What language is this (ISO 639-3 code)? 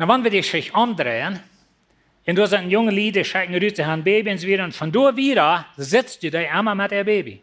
pdt